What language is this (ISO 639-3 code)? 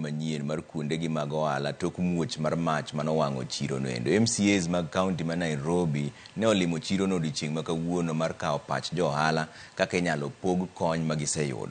luo